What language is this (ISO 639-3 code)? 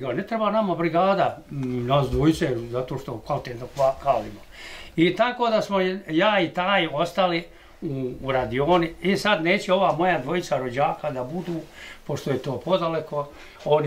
bos